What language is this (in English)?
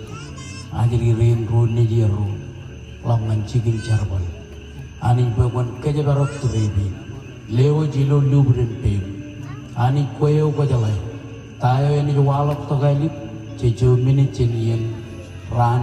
Marshallese